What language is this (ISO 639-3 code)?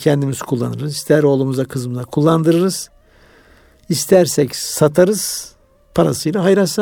tur